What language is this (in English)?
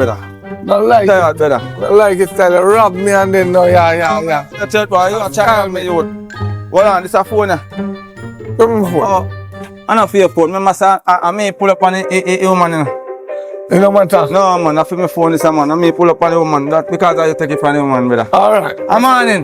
Jamaican Creole English